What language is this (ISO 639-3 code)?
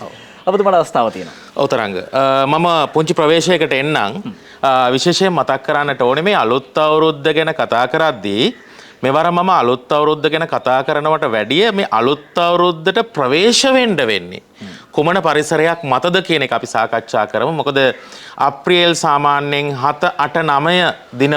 sin